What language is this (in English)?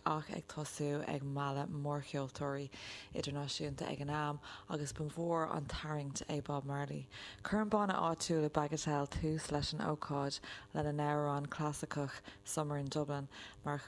Irish